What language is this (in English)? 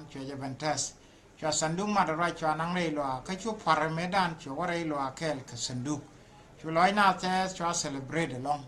Nuer